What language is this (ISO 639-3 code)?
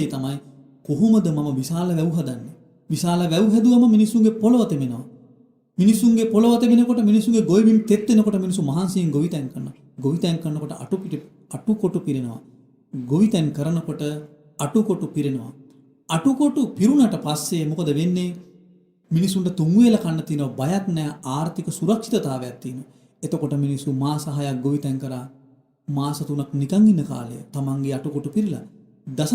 sin